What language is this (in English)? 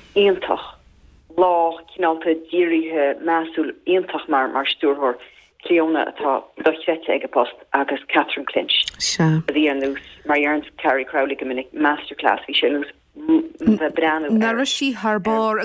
Irish